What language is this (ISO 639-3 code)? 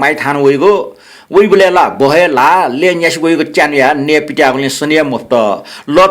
new